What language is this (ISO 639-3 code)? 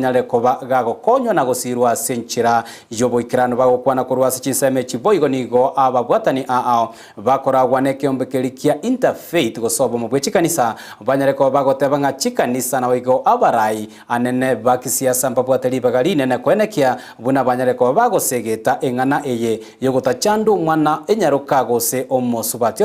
guz